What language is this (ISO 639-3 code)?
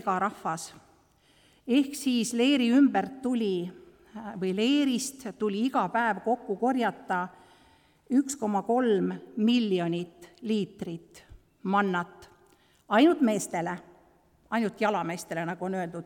est